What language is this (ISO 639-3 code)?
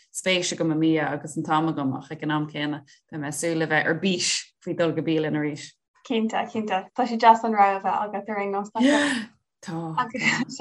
gle